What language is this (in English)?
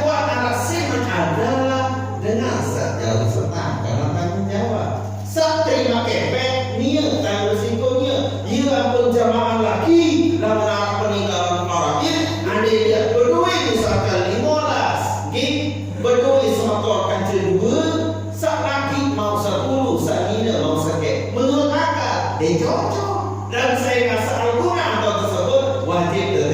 Sasak